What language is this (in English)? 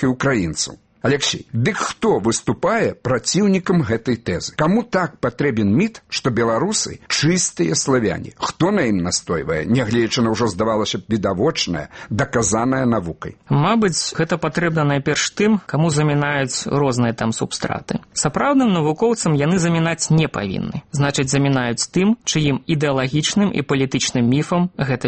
Belarusian